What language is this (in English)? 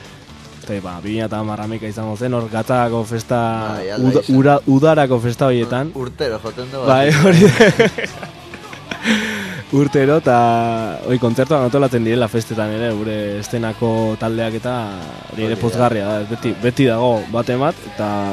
Basque